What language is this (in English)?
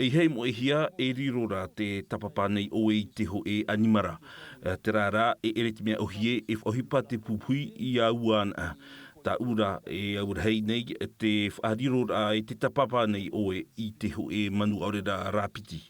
Tahitian